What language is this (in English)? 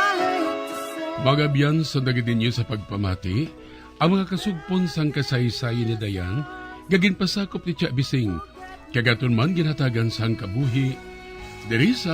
Hiligaynon